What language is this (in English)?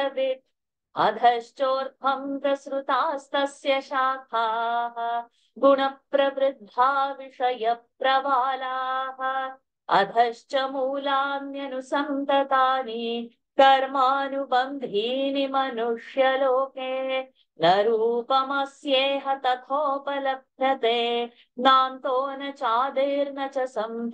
Sanskrit